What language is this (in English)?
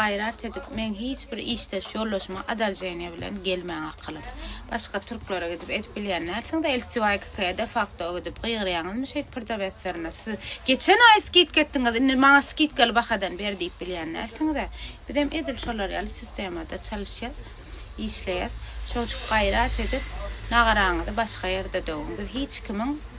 Turkmen